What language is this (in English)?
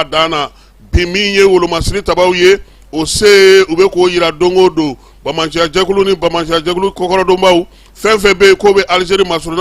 Bambara